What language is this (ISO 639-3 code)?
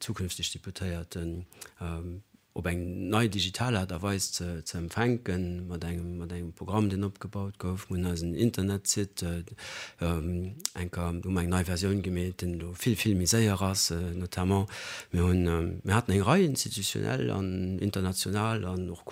ltz